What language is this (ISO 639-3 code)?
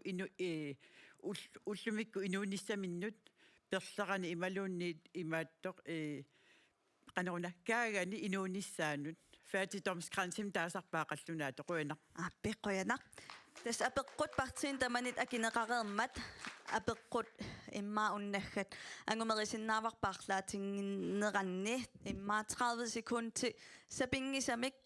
kal